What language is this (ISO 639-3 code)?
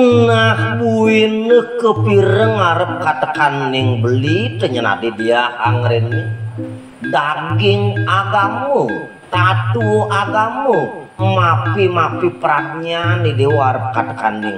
ban